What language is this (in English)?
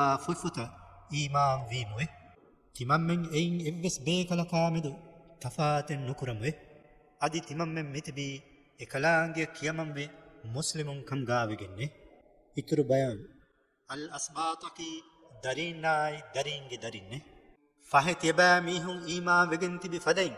Divehi